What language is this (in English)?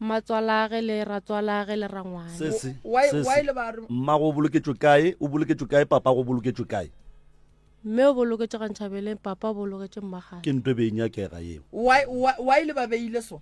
Northern Sotho